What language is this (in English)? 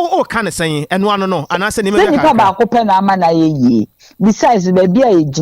Akan